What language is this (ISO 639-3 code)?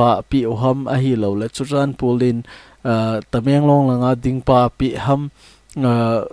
tcz